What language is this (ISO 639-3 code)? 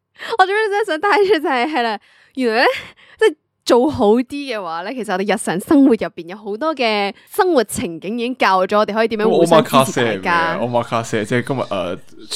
yue